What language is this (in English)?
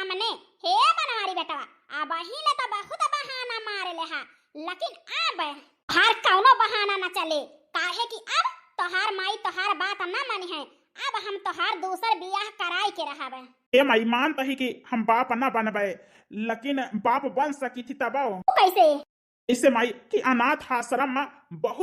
Awadhi